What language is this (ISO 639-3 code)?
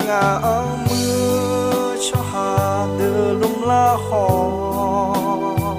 ahk